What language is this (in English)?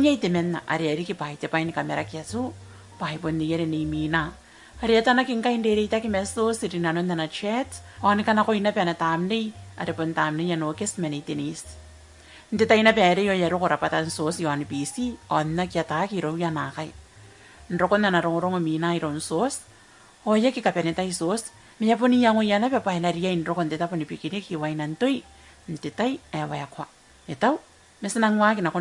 Gilbertese